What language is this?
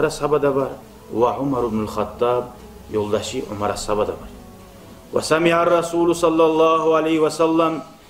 Kumyk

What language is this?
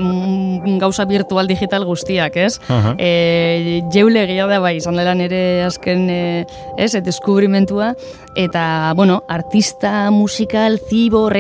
Basque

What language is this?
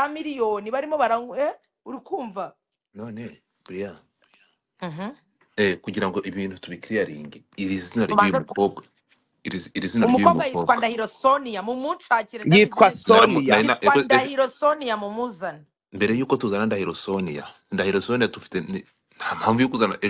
Kinyarwanda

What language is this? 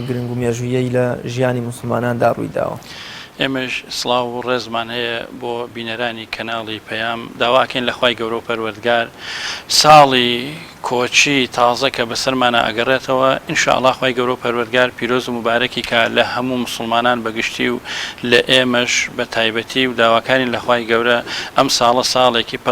Central Kurdish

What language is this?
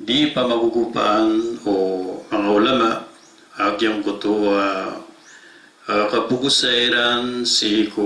Maranao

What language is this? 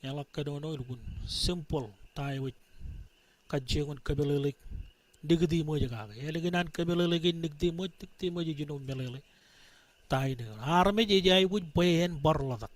Marshallese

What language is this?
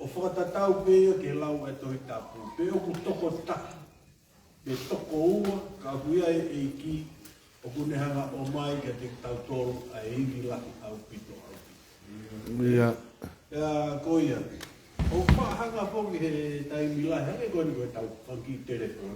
Tongan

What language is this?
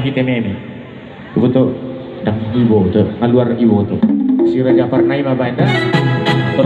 Batak Toba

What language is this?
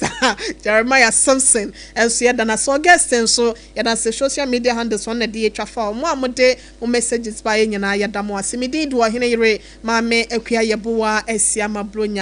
Akan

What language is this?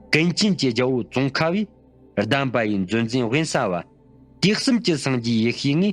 Tibetan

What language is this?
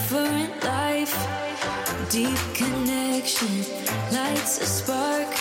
Swedish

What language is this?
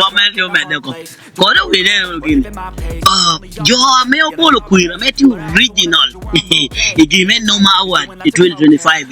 Acoli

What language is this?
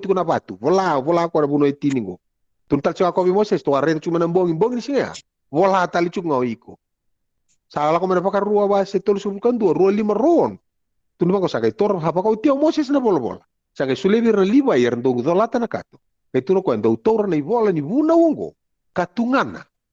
Fijian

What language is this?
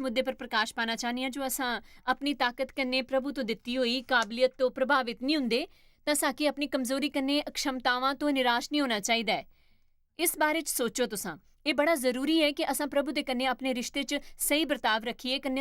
Dogri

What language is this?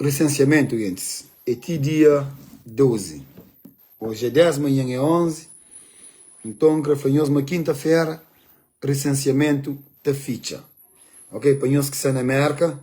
Kabuverdianu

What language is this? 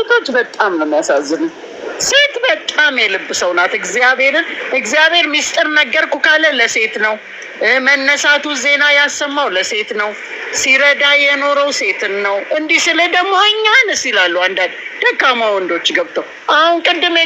Amharic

